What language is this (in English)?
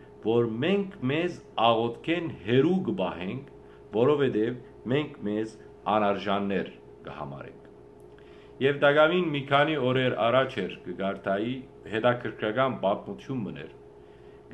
Western Armenian